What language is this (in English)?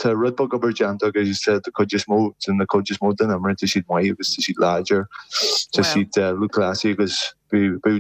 Irish